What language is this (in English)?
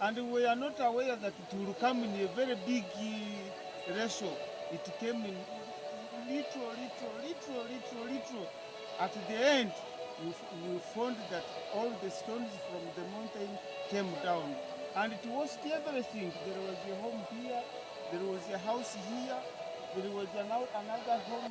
Ganda